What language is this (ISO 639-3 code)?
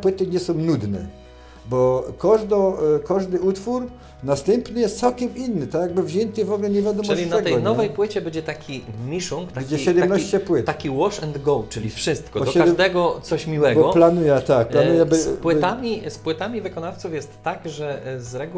pol